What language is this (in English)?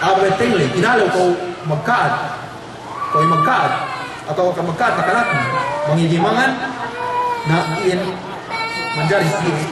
Yakan